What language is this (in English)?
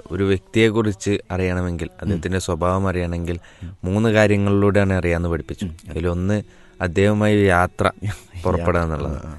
Malayalam